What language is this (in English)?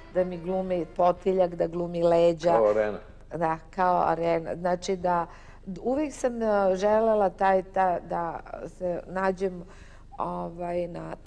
Serbian